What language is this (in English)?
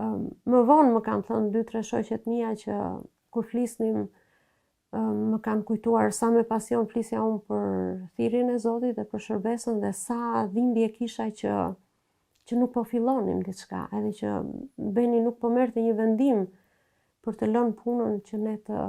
Albanian